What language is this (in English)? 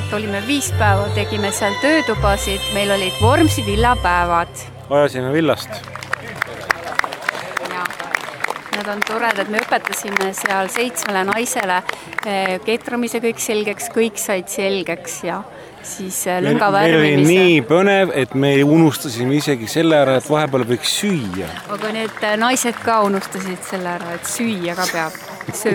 Estonian